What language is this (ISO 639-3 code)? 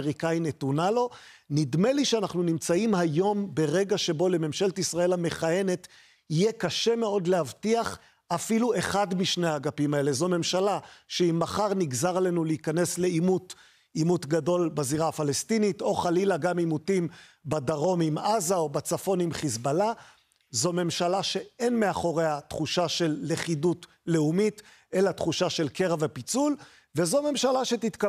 heb